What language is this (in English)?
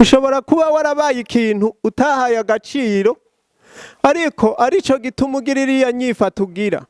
Rundi